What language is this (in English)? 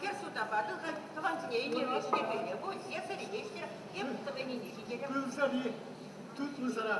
Chuvash